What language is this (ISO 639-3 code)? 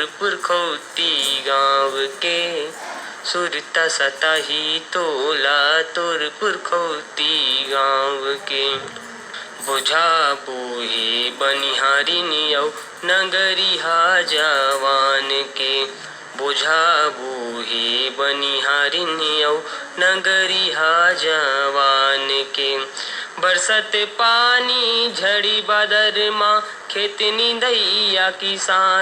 hne